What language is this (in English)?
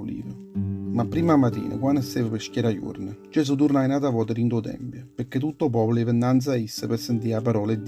Neapolitan